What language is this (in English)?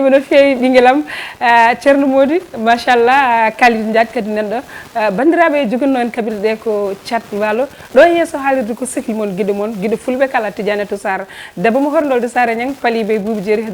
Fula